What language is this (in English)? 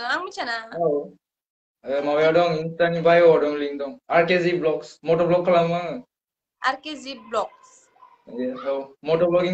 Bodo